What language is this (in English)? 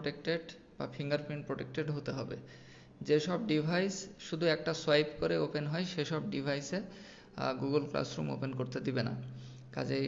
Bangla